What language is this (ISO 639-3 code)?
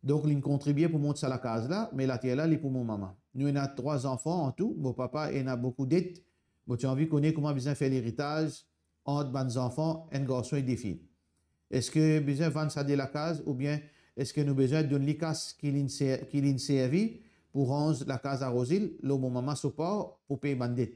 mfe